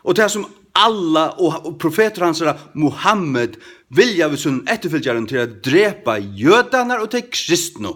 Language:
Faroese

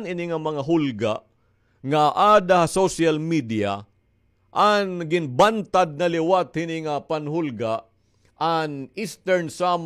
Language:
Waray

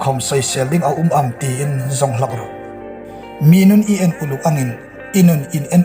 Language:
Hmar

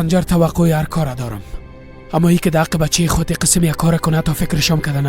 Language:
Persian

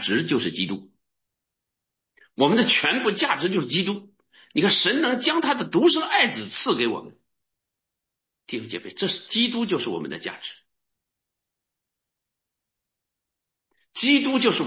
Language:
Chinese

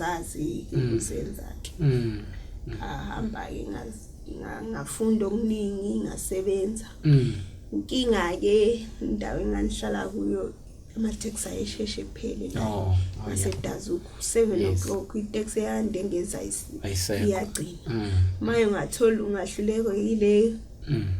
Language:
Zulu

